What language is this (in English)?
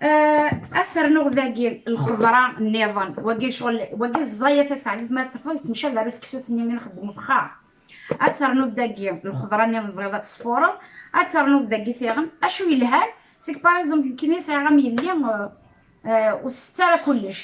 Kabyle